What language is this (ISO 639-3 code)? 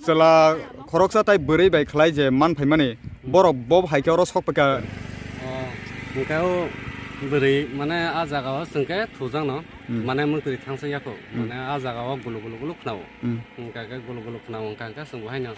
ria